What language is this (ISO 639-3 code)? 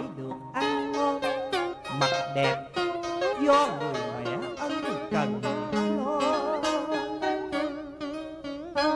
vie